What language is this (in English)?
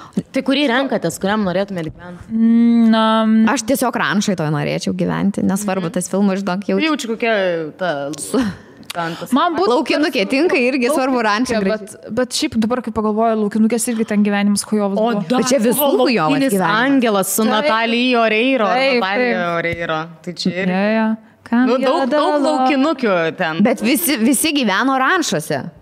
Lithuanian